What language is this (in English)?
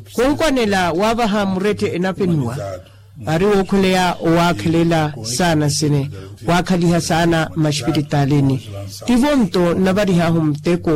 Makhuwa